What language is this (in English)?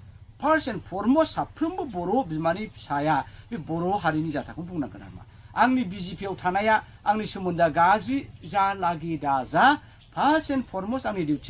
Bodo